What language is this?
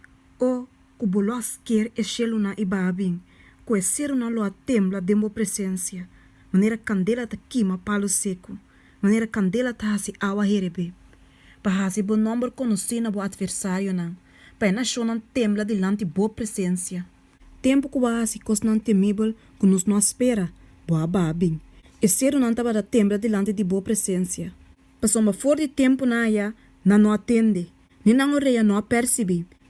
Papiamento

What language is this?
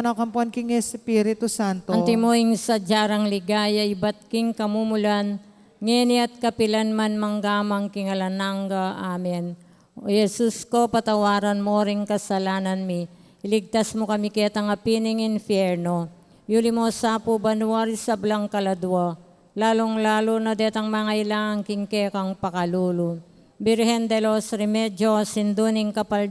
Pampanga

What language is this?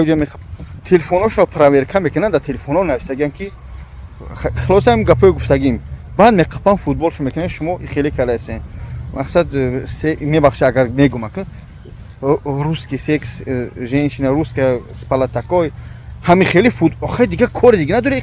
Tajik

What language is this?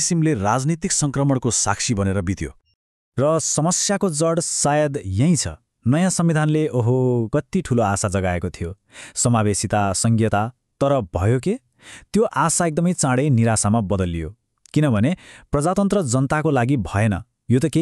Nepali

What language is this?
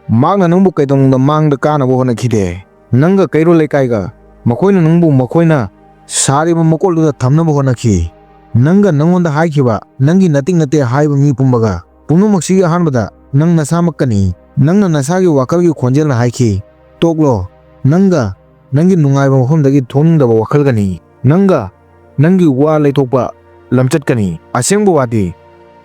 Manipuri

